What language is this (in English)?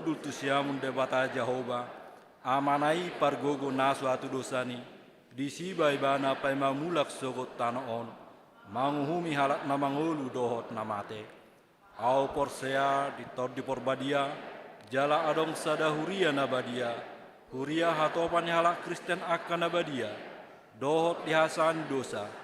Batak Toba